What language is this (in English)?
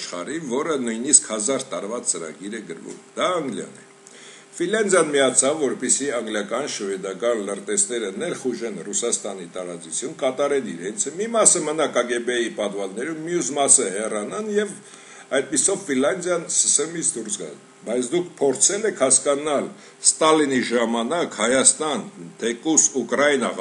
Armenian